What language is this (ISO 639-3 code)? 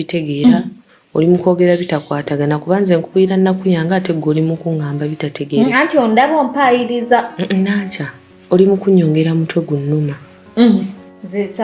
lug